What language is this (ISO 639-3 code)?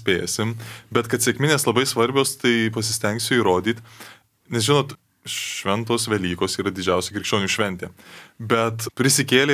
lit